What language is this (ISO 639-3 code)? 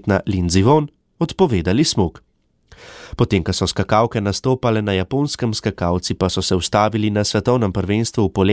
slv